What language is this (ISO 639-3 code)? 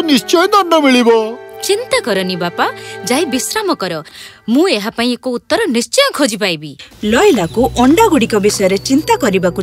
ori